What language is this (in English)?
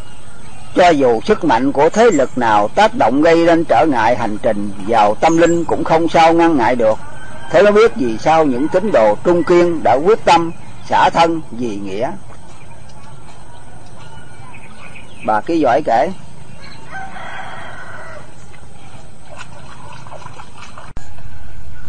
Vietnamese